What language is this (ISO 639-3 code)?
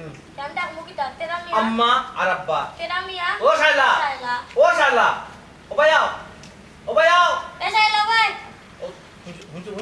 syl